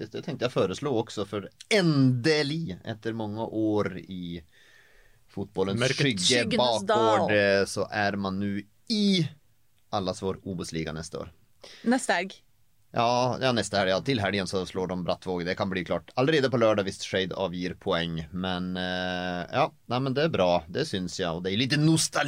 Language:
Norwegian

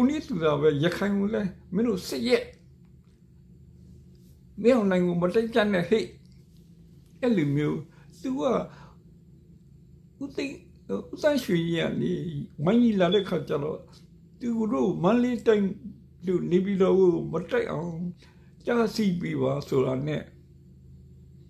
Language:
Burmese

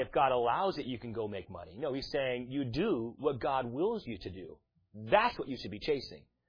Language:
English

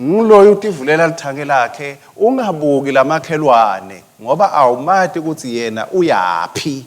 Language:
Swati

